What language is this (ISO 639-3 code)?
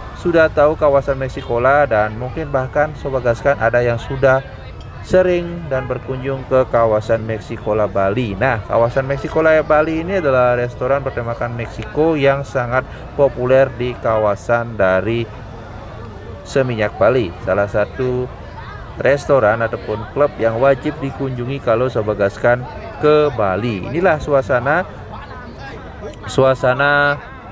ind